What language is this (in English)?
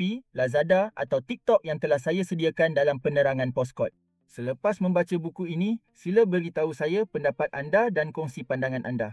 Malay